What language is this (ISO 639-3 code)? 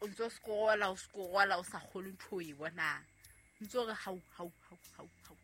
sot